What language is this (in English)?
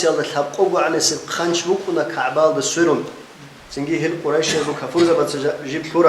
Avaric